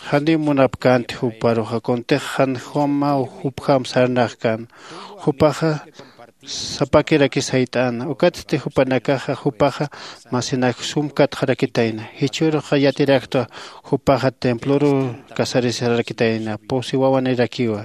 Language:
Aymara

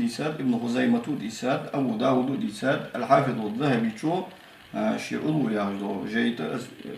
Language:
Ingush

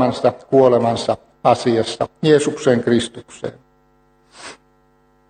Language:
Finnish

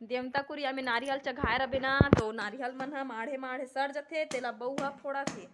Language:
Chhattisgarhi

